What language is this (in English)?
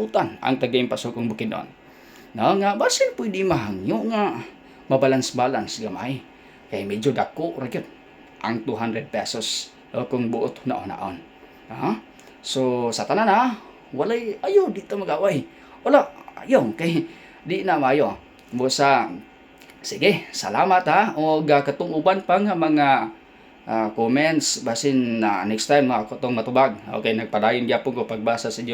Cebuano